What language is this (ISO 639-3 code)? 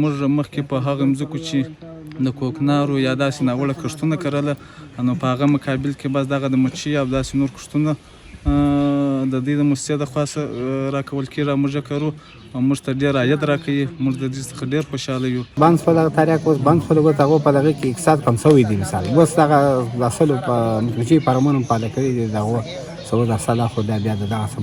pus